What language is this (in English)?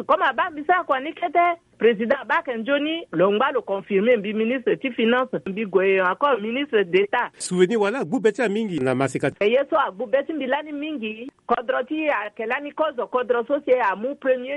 Sango